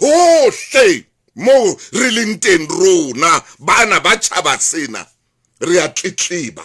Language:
Southern Sotho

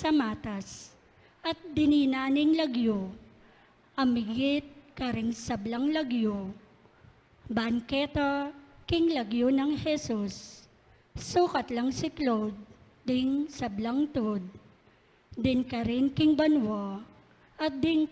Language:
Pampanga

